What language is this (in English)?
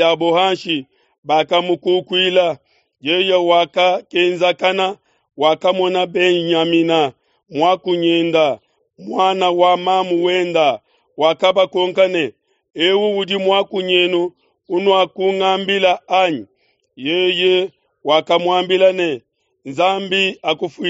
Luba-Lulua